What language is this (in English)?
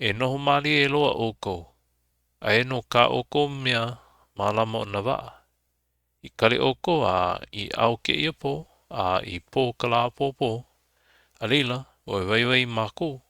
Hawaiian